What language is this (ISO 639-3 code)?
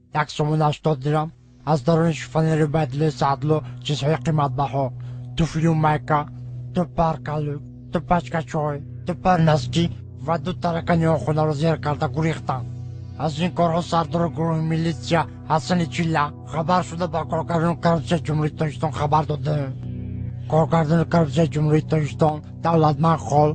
tgk